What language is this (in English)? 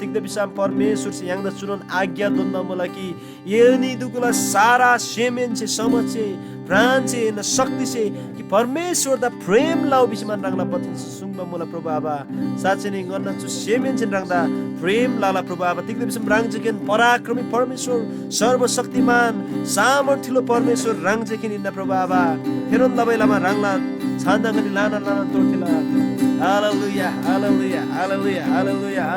Eastern Tamang